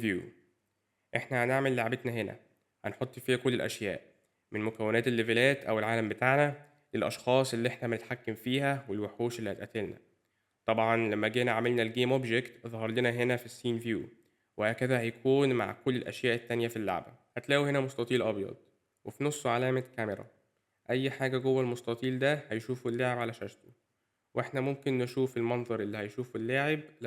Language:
Egyptian Arabic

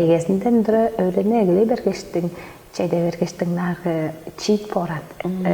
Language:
Tuvinian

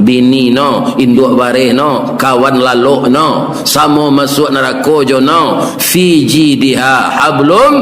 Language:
Minangkabau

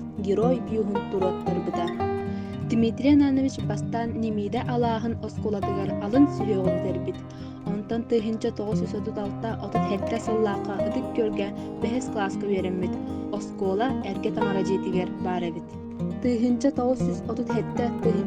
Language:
Yakut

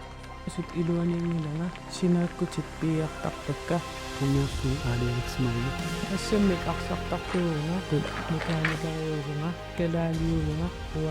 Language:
Kalaallisut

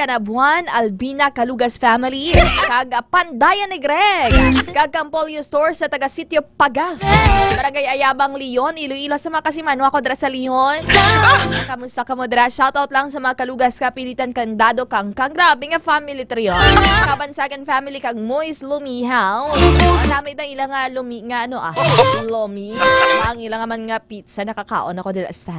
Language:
Hiligaynon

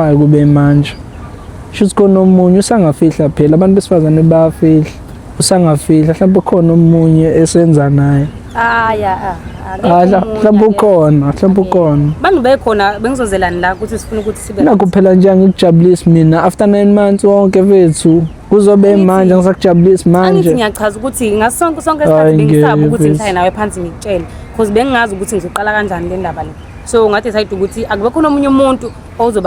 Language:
Zulu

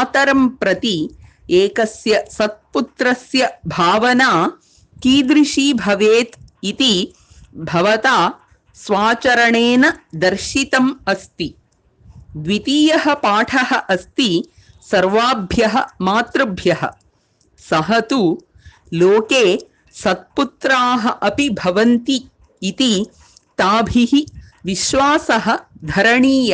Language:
Sanskrit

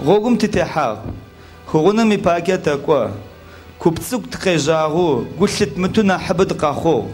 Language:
Adyghe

